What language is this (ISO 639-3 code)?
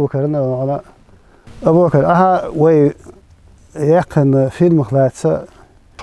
che